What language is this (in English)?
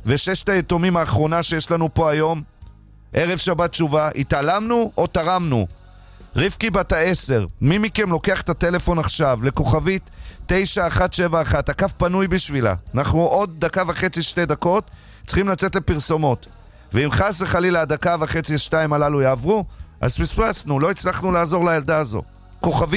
Hebrew